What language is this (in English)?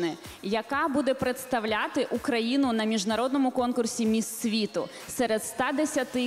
Ukrainian